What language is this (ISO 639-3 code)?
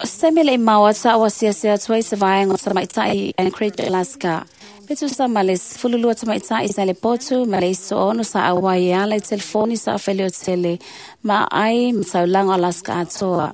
smo